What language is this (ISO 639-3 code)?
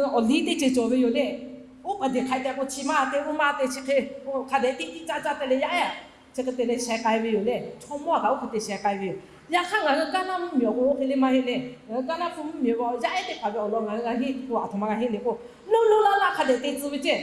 lhu